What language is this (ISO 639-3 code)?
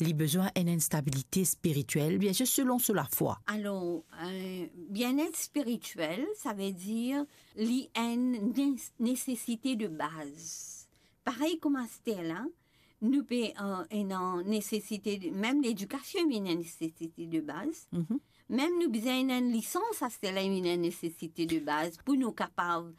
mfe